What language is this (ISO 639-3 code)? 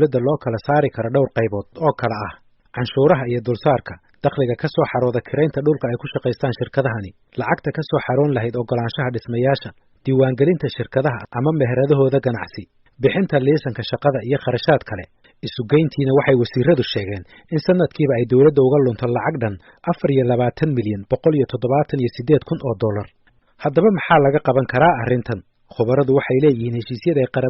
som